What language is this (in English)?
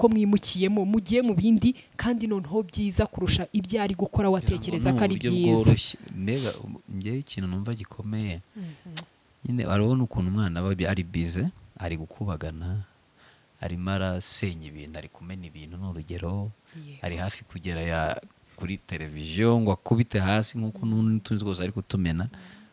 Kinyarwanda